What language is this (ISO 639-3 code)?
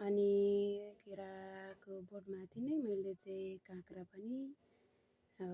nep